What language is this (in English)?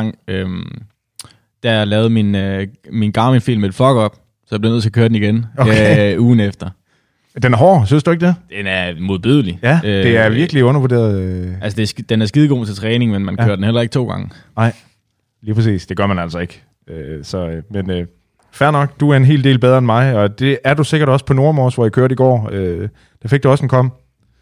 Danish